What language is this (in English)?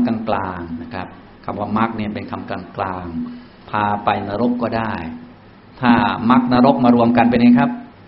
Thai